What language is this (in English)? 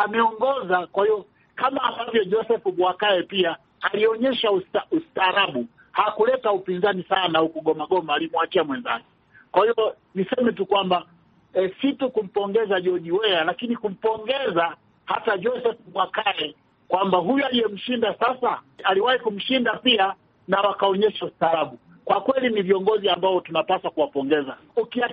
Swahili